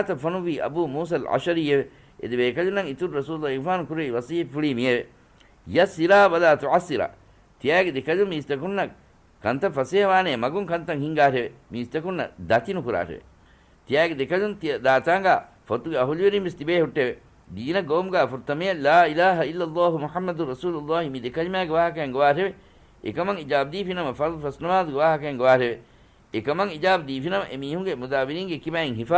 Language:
Divehi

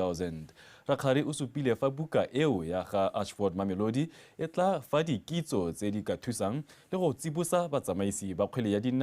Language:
Tswana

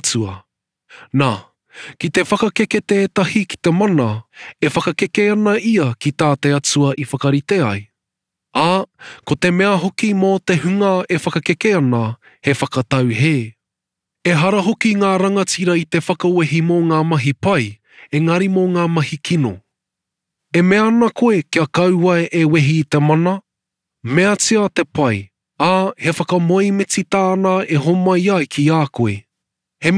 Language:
Māori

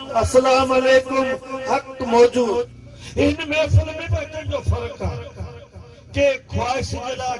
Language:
Sindhi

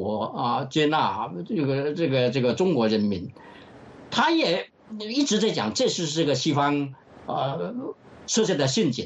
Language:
Chinese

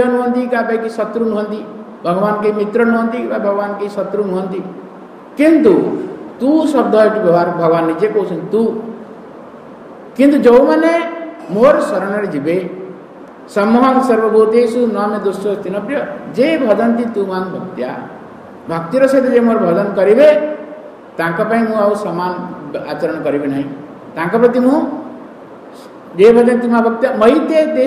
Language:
Odia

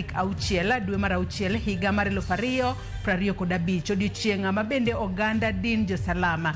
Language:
Luo (Kenya and Tanzania)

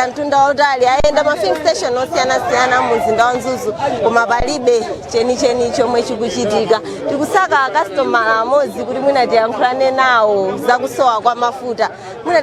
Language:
Nyanja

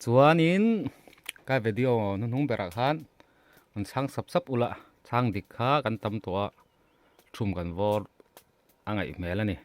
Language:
Mizo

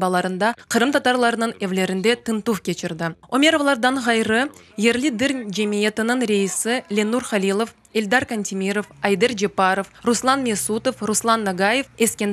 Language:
Crimean Tatar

